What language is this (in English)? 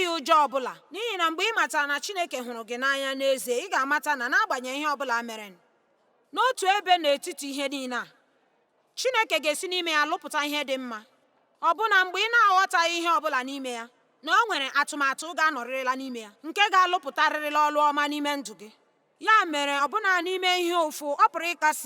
Igbo